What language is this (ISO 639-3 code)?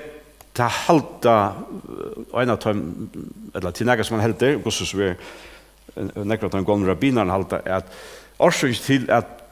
fao